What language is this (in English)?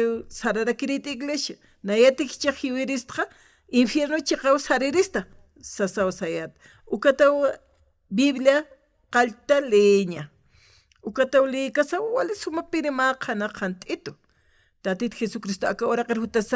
Aymara